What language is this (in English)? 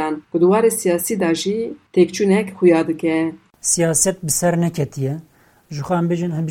Kurdish